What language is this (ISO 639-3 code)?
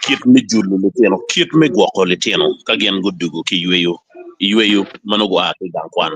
ach